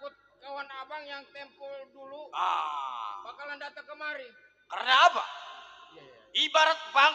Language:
Betawi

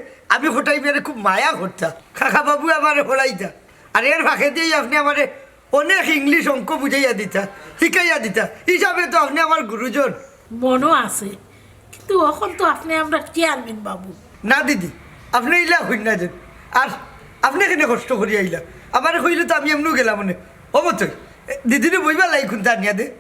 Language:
Sylheti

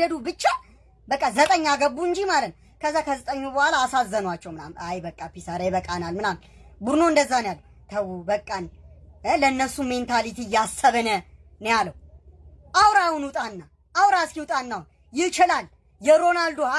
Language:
Amharic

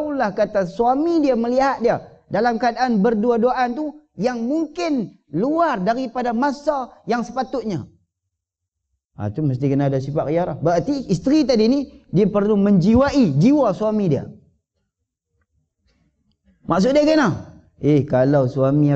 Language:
Malay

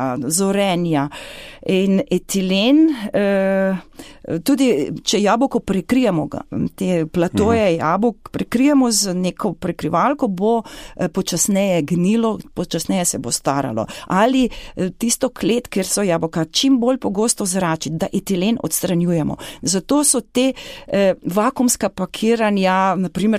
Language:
Slovenian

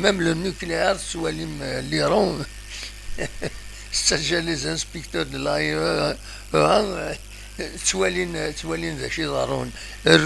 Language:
Kabyle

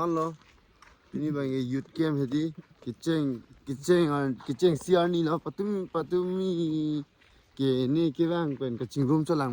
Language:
Karbi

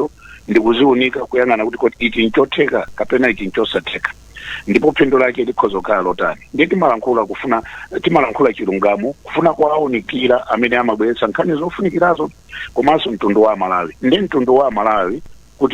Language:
Nyanja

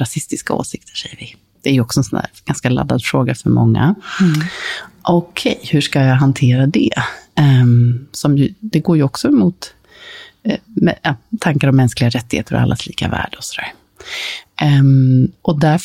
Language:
Swedish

